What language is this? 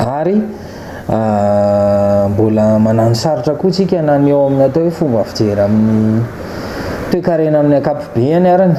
Malagasy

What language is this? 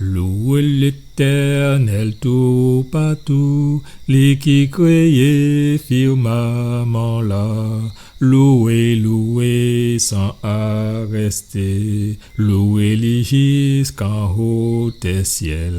Guadeloupean Creole French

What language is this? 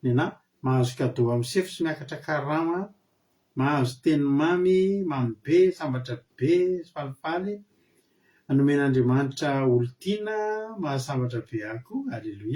Malagasy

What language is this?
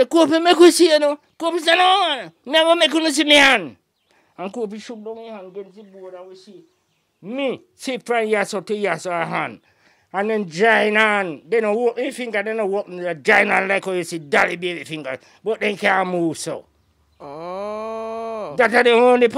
Jamaican Creole English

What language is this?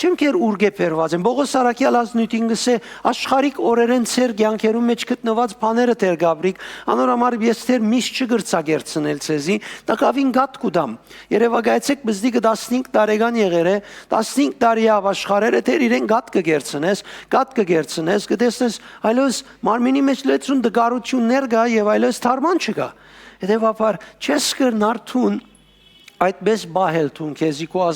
Western Armenian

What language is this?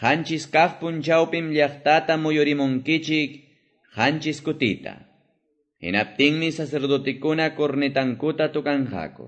Quechua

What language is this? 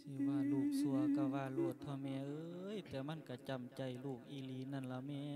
Lao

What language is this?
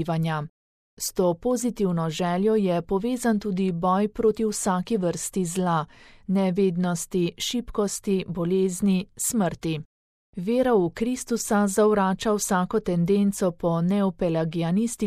Slovenian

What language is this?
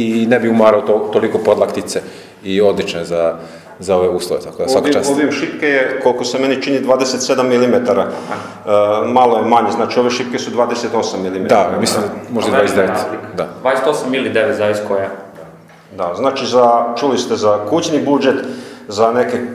Serbian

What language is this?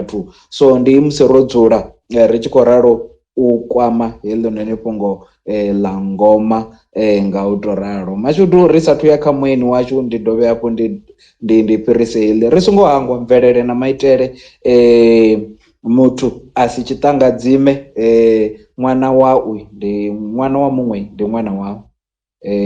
Venda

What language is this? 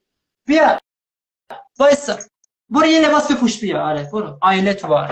Persian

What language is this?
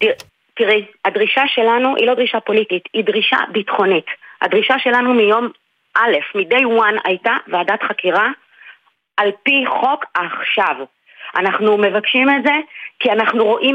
Hebrew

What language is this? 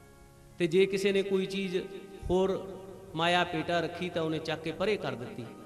Punjabi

